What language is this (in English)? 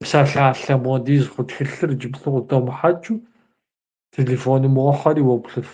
Kabardian